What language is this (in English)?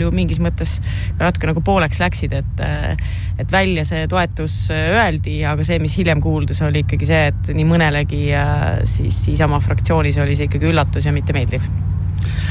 Estonian